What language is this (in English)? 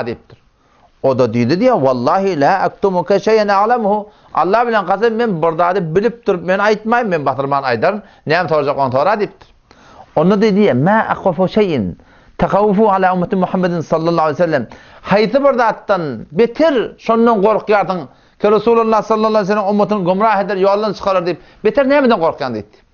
Turkmen